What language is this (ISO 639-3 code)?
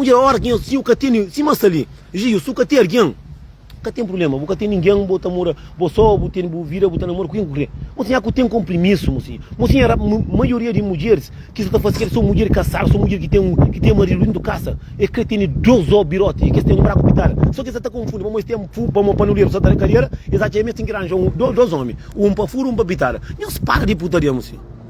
kea